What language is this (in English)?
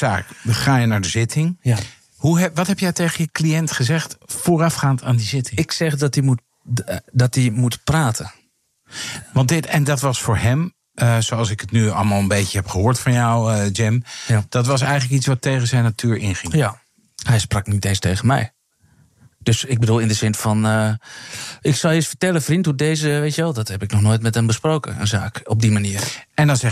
Dutch